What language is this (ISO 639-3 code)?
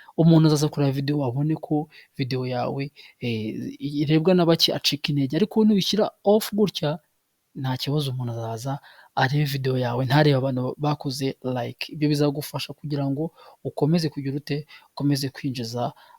kin